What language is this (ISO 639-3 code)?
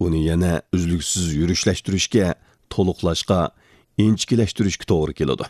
uig